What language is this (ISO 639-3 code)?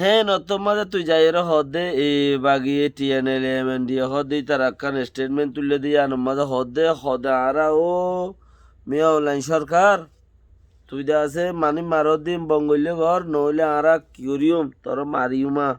rhg